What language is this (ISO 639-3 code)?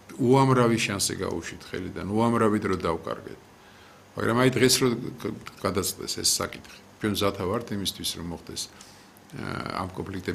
kat